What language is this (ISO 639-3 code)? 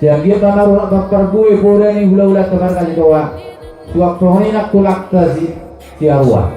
bbc